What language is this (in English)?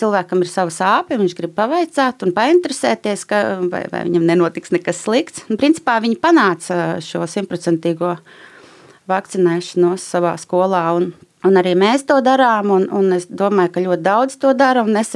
Latvian